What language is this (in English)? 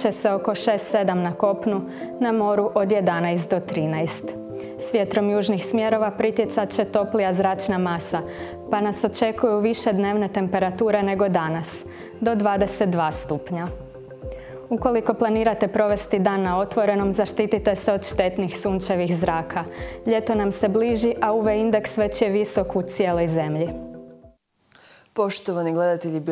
Croatian